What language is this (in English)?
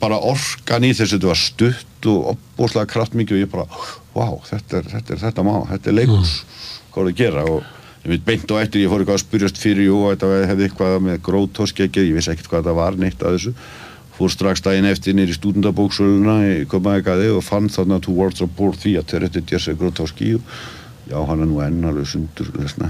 Icelandic